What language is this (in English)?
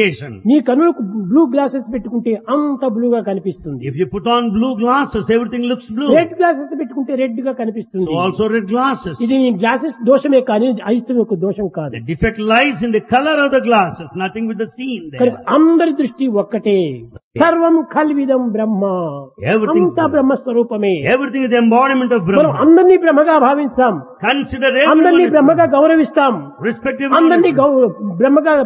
Telugu